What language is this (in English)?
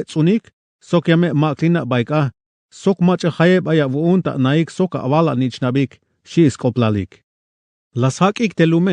Tzeltal